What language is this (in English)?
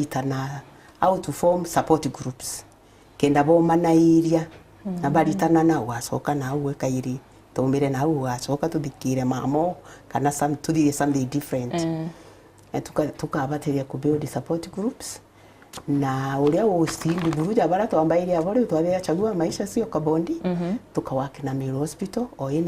Meru